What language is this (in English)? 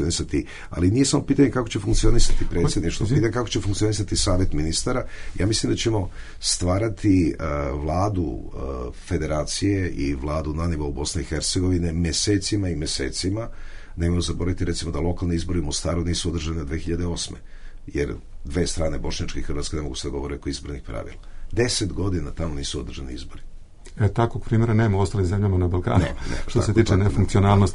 Bosnian